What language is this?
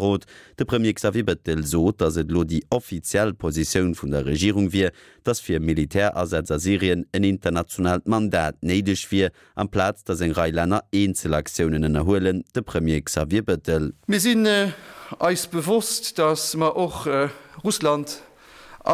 Luxembourgish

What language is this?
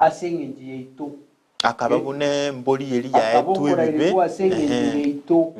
Gusii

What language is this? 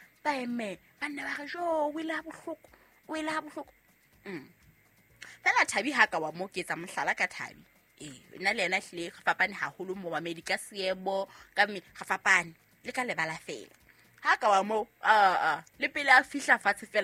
Southern Sotho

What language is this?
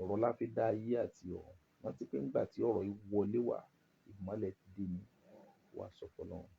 Yoruba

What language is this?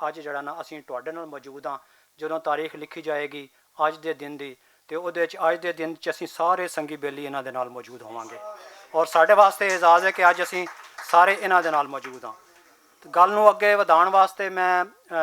Western Panjabi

